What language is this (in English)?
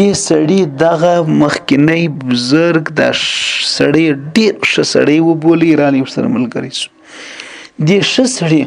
Pashto